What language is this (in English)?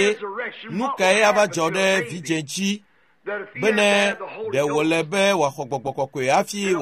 Ewe